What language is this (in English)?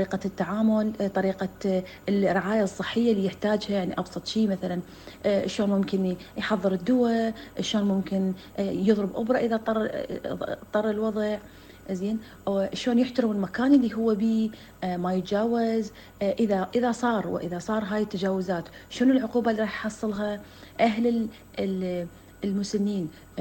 Mesopotamian Arabic